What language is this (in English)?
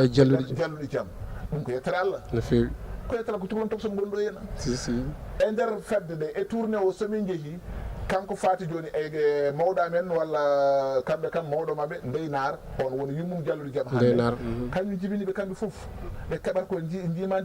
Fula